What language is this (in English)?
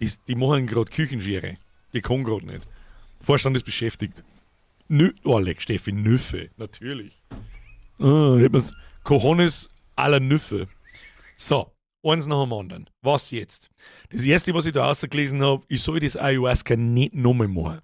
Bavarian